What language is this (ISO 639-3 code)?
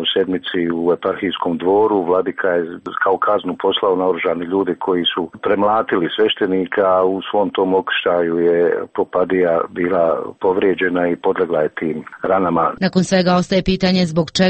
srp